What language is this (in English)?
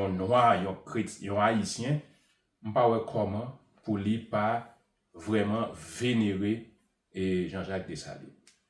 Haitian Creole